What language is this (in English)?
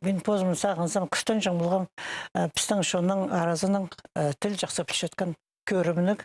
Khakas